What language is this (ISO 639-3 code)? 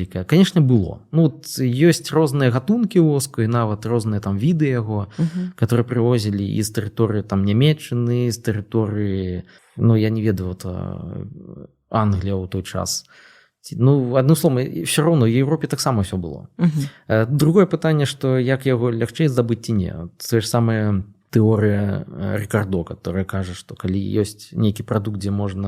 bel